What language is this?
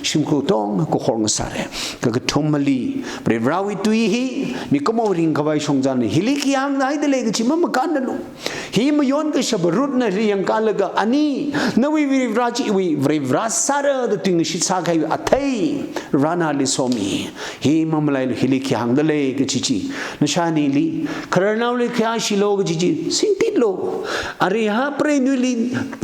Tangkhul Naga (India)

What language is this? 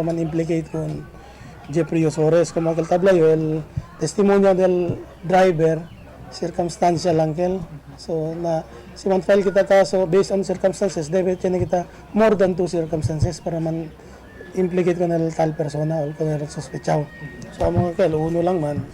Chavacano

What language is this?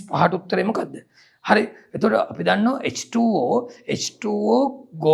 Sinhala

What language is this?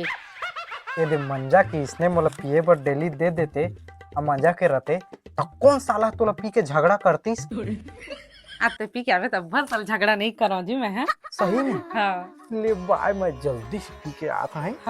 Chhattisgarhi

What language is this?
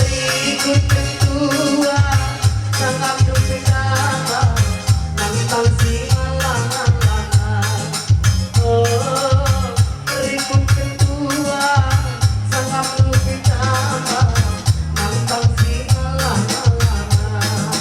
Batak Karo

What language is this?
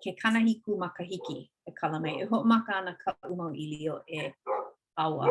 Hawaiian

